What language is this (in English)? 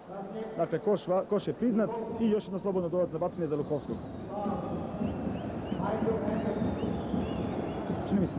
Serbian